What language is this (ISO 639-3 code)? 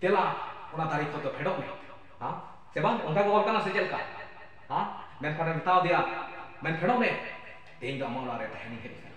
sat